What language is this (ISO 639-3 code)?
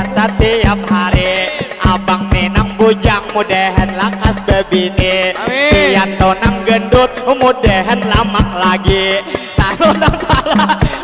bjn